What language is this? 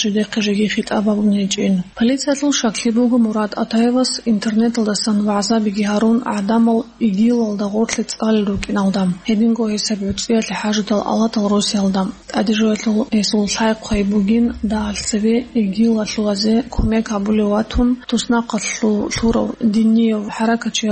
Avaric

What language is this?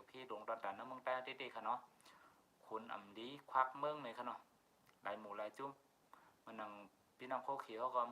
Shan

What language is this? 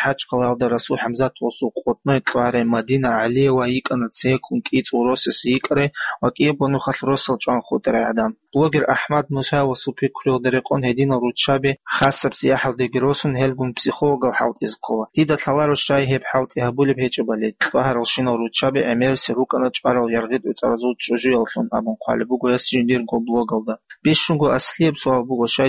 Avaric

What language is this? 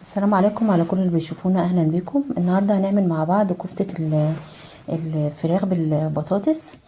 Egyptian Arabic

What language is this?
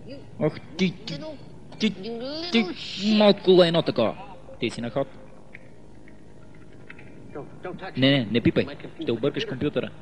Bulgarian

